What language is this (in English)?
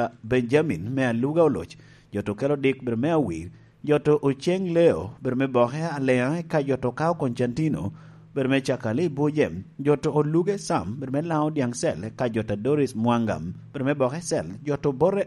Lango (Uganda)